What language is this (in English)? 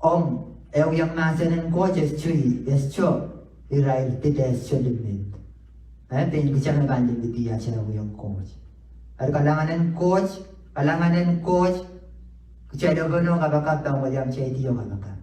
Pohnpeian